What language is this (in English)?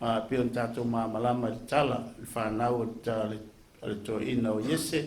Samoan